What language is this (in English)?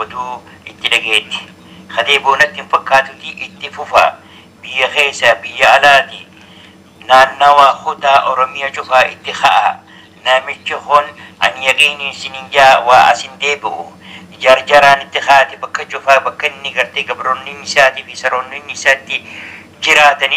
Oromo